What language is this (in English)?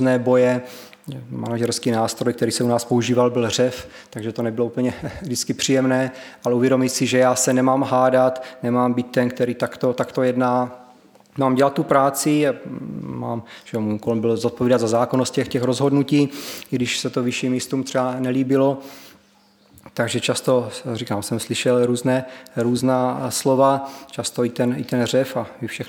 Czech